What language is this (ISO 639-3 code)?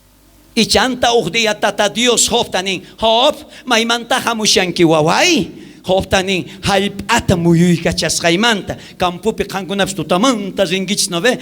quh